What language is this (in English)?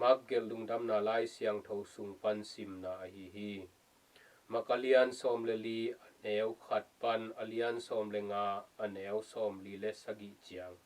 Tedim Chin